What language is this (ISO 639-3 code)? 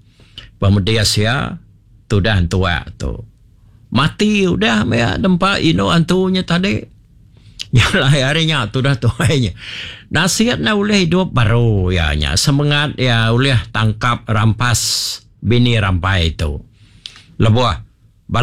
iba